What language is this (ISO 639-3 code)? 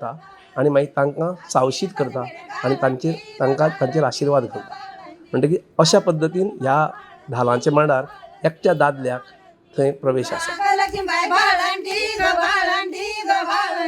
kok